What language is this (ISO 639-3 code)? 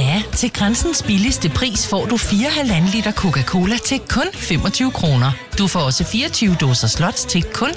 dan